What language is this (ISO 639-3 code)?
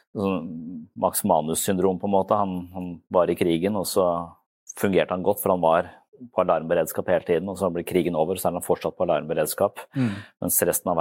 nor